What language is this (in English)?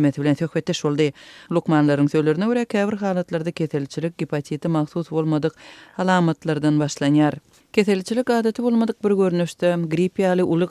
Turkmen